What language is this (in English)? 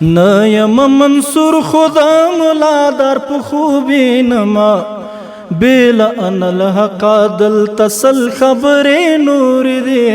Pashto